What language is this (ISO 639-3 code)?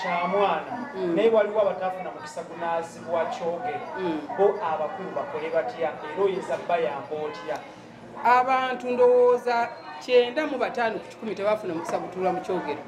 lug